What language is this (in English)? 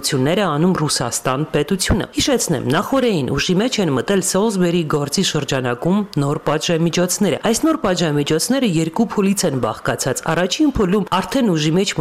Armenian